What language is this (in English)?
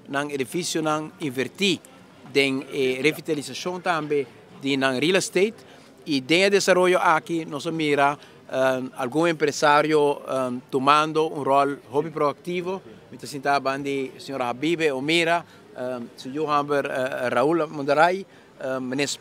Papiamento